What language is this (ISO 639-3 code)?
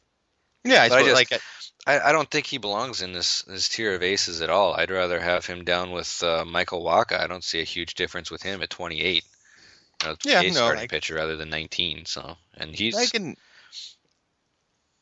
eng